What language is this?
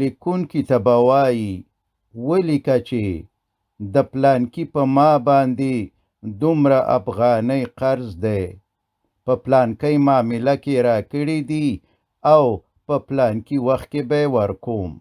Pashto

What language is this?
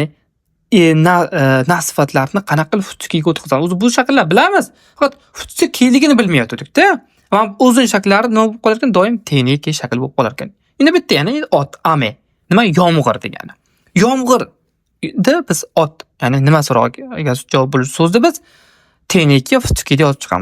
Uzbek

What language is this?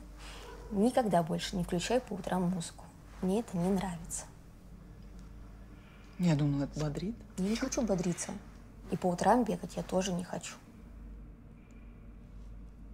Russian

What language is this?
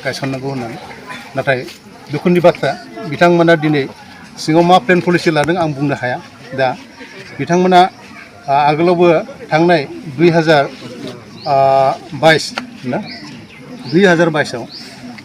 Bodo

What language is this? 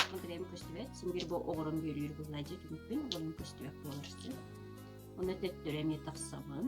Yakut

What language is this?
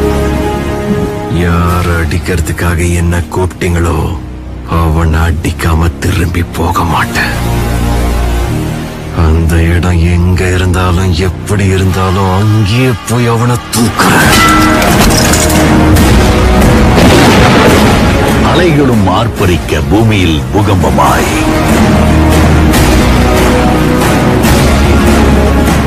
Tamil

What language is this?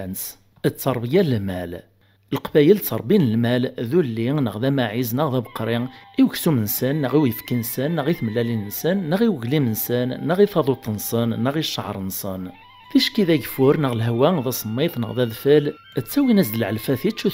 Kabyle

